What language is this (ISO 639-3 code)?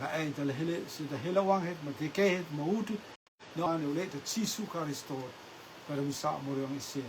rtm